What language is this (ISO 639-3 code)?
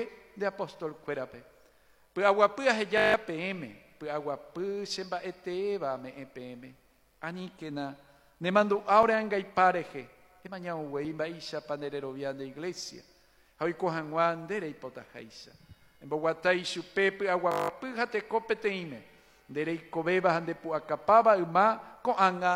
grn